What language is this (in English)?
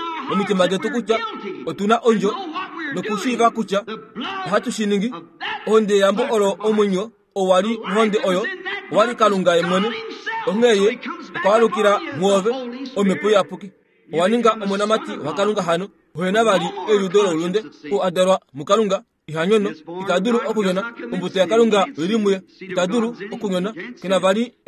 Kuanyama